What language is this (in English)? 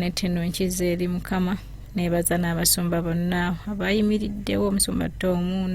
Ganda